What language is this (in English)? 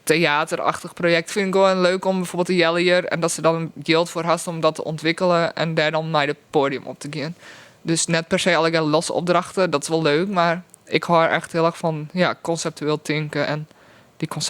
Western Frisian